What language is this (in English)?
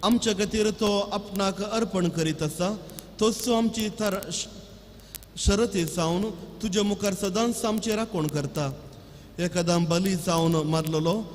Konkani